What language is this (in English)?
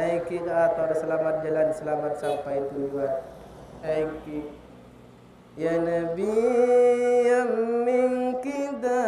Madurese